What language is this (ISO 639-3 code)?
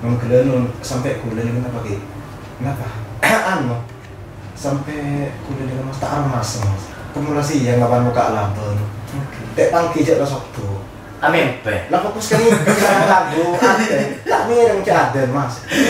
mad